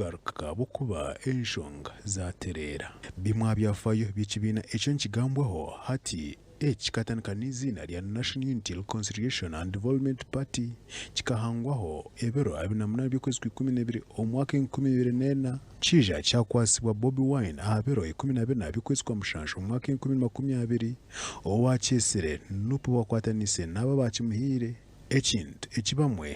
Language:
Nyankole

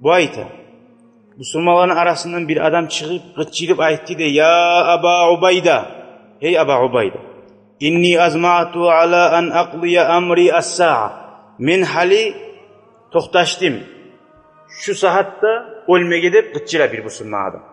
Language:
Kumyk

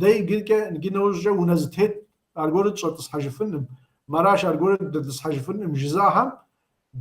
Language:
Kabardian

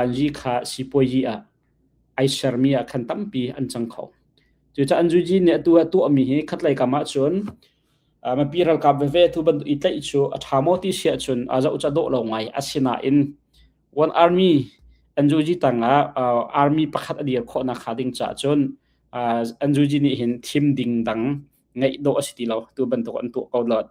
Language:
Hakha Chin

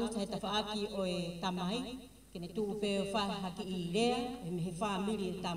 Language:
Tongan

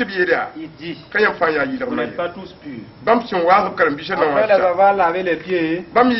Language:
Mossi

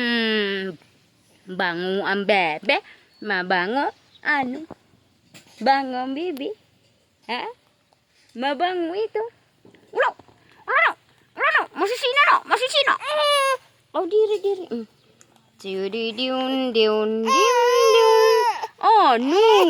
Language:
Waray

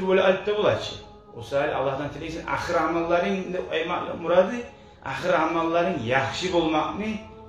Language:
Kumyk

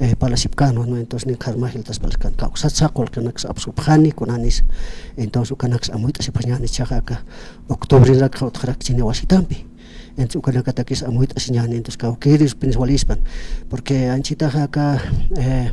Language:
Aymara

